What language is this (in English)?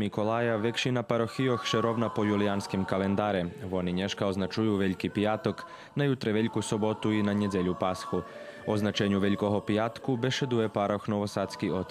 Rusyn